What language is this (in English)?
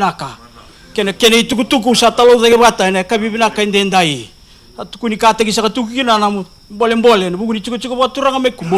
Fijian